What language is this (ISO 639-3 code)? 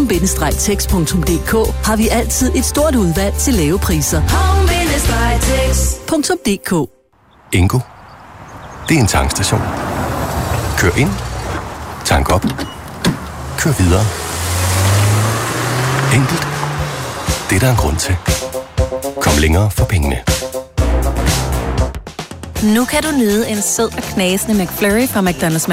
dan